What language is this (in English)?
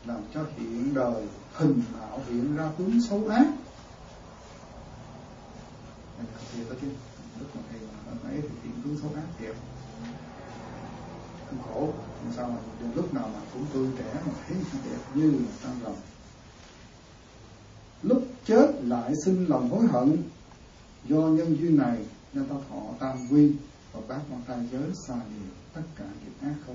Vietnamese